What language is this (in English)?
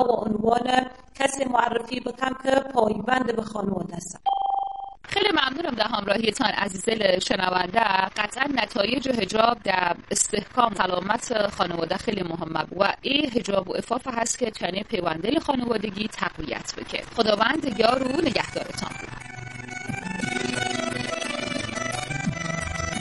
Persian